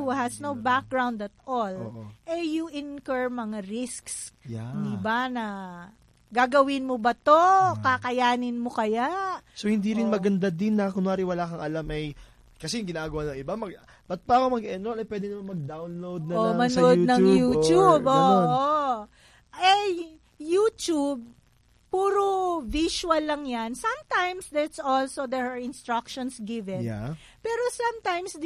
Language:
Filipino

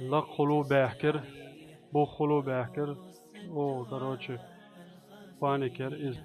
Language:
Chechen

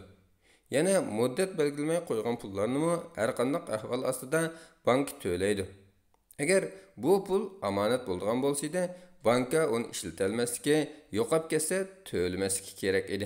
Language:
Uyghur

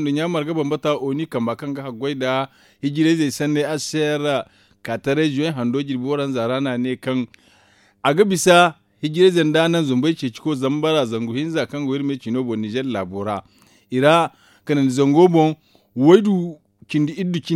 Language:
Zarma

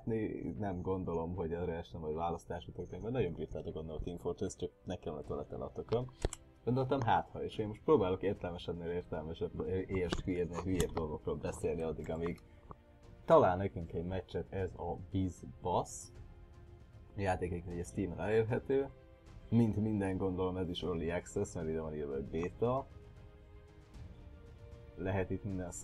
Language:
Hungarian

